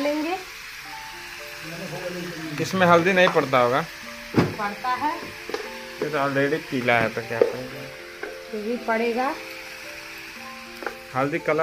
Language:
Hindi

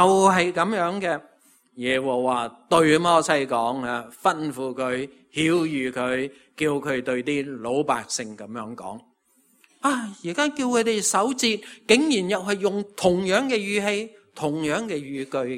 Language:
Cantonese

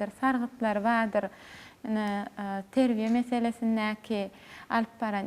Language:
Turkmen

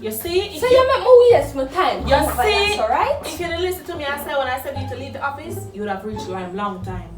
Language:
Jamaican Creole English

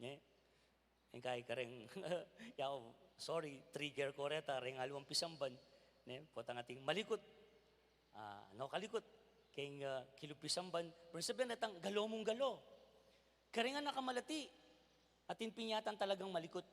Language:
Pampanga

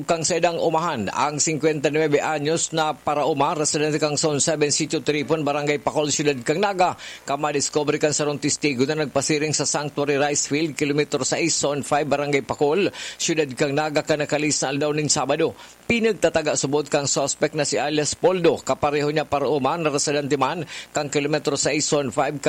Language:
Bikol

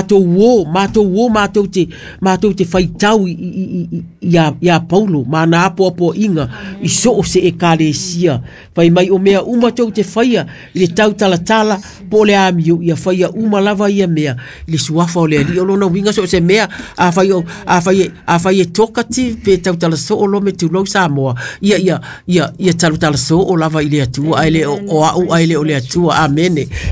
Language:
Samoan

